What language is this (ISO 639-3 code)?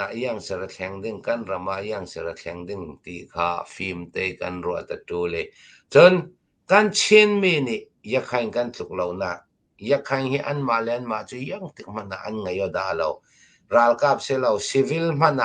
cnh